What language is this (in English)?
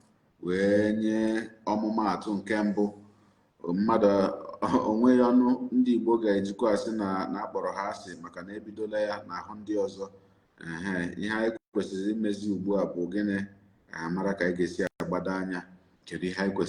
Igbo